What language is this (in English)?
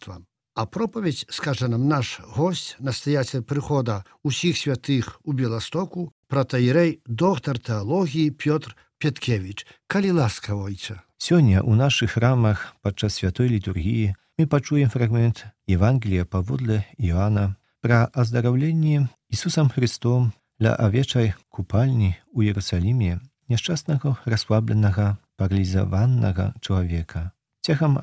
Belarusian